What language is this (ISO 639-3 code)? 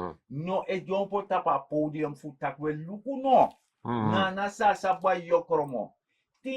srn